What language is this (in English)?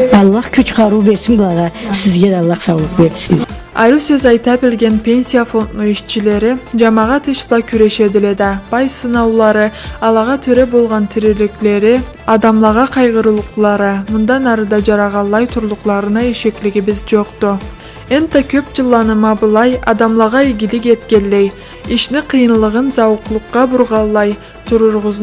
Karachay-Balkar